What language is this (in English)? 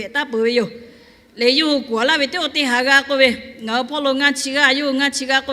Lahu